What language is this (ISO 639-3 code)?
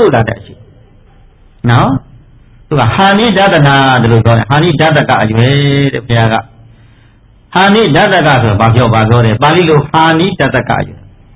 mya